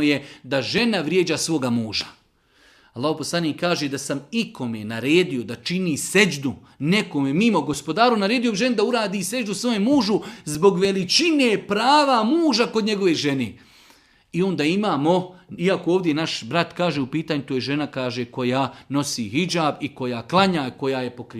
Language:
Bosnian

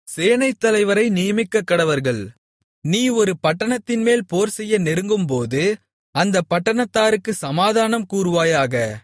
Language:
Tamil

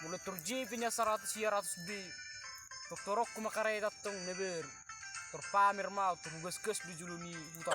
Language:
Batak Toba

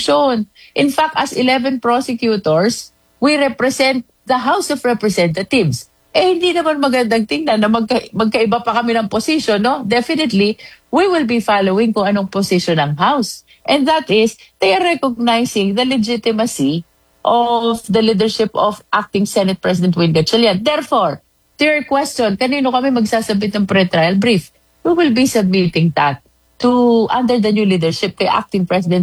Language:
Filipino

